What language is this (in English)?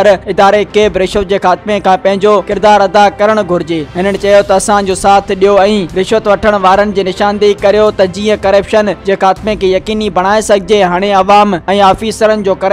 Sindhi